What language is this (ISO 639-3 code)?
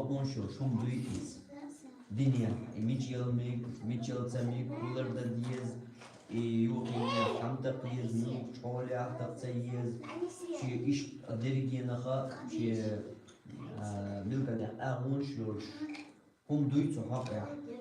che